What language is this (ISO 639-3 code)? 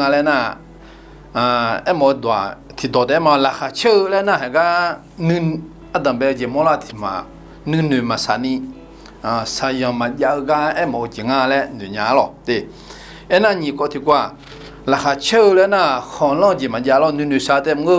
ahk